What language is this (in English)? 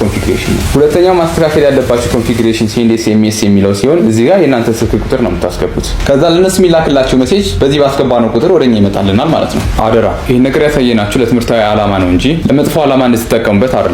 Amharic